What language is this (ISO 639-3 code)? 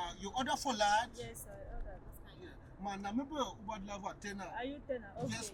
pcm